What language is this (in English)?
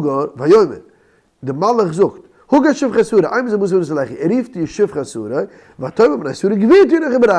Yiddish